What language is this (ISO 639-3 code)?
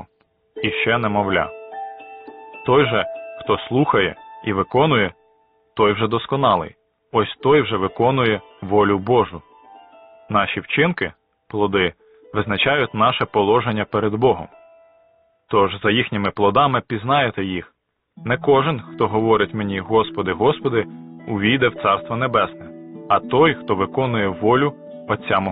ukr